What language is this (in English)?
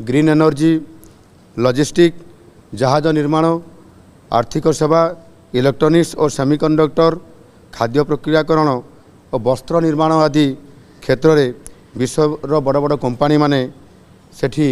Odia